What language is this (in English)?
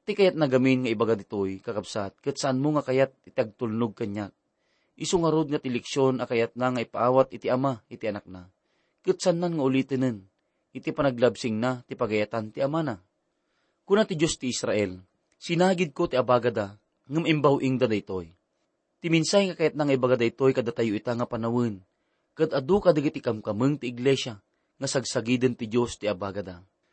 Iloko